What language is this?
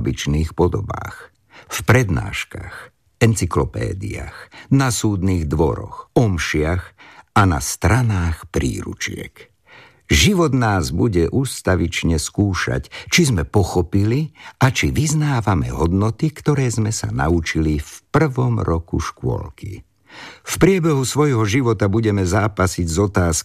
Slovak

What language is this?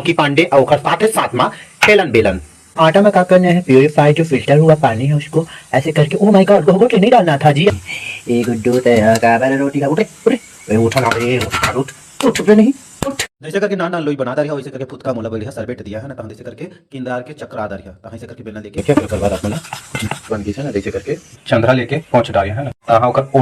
Chhattisgarhi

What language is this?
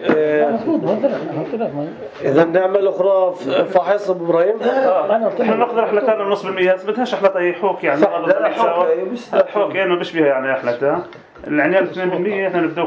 North Levantine Arabic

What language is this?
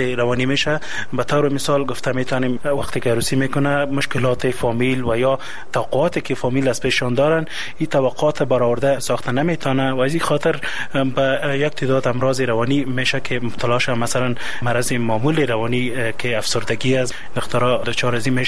Persian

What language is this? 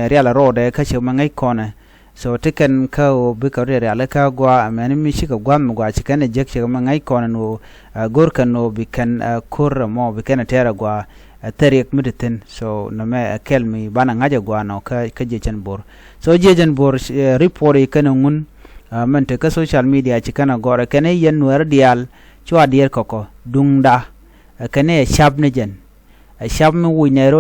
Nuer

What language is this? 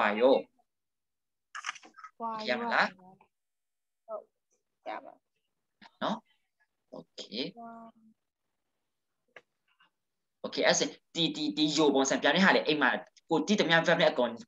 Burmese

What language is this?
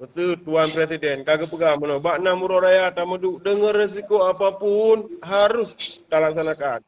Achinese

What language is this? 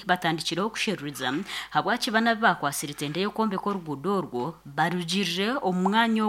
Nyankole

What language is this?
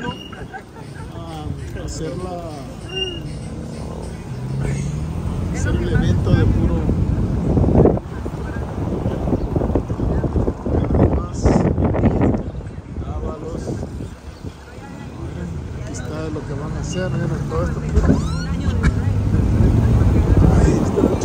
Spanish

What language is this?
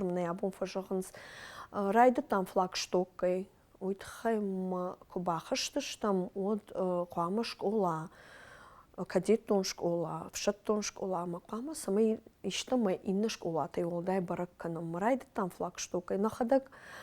Ossetic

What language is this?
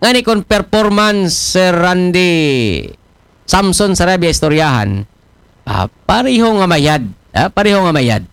Aklanon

